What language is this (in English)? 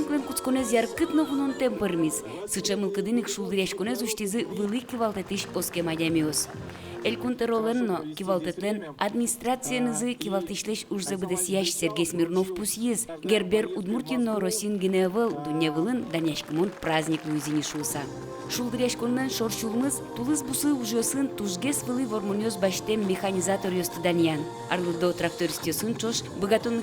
Udmurt